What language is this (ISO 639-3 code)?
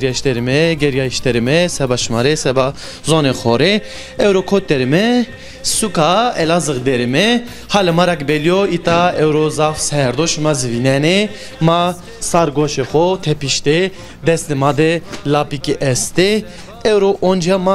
zza